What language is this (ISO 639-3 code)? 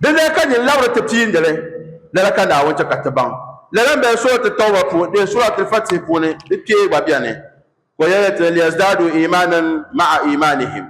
dag